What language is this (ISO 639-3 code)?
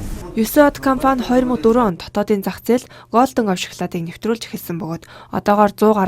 mon